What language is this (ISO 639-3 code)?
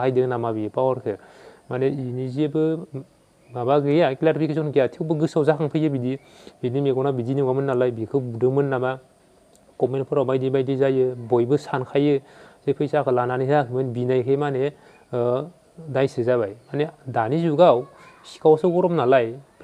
brx